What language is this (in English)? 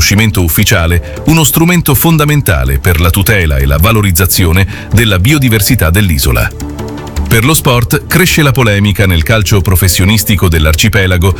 Italian